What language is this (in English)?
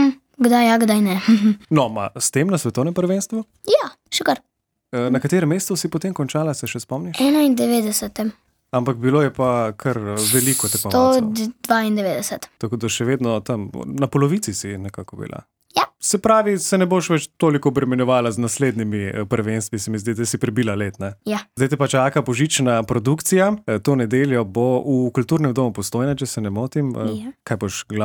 Slovenian